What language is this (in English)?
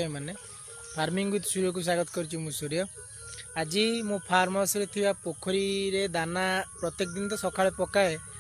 Odia